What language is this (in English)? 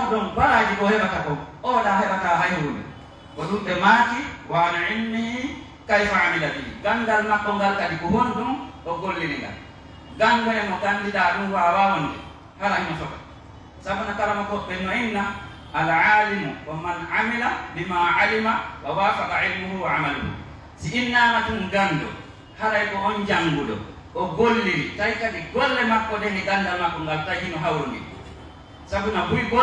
Pular